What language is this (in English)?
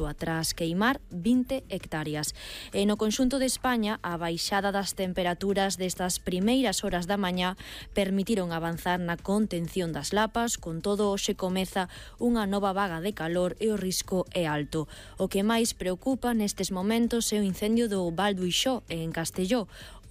Galician